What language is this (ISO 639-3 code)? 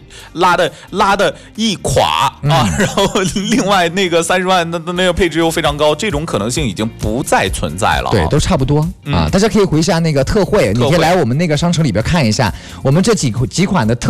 zho